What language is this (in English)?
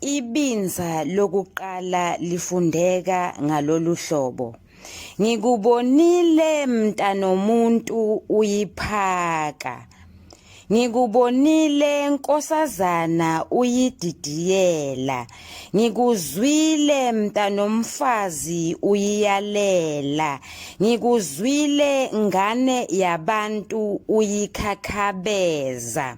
Zulu